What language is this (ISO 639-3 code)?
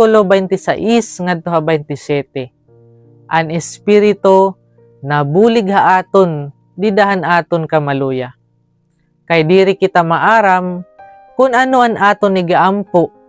war